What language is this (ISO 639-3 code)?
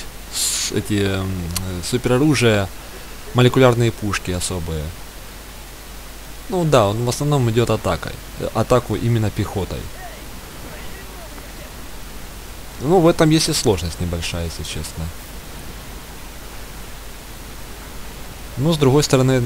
rus